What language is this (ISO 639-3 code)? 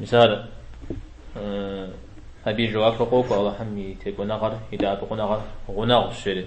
kbd